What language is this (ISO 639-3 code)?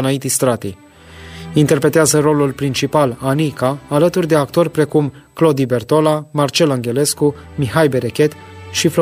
ron